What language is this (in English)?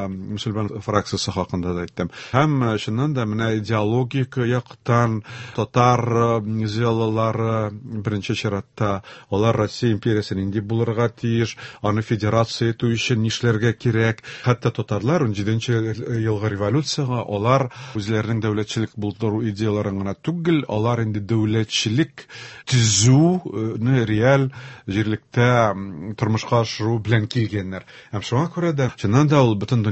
Tatar